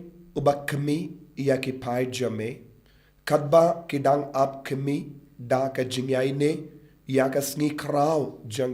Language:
Khasi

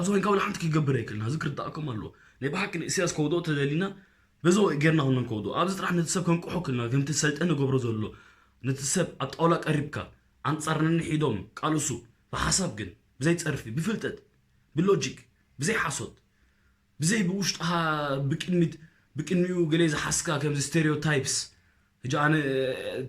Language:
Tigrinya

